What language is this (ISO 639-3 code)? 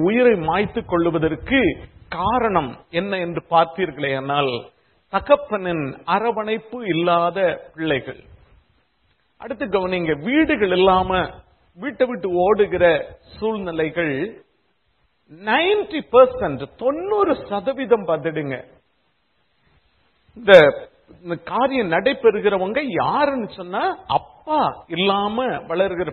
tam